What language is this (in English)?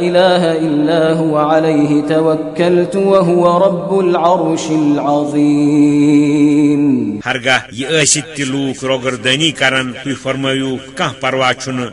Kashmiri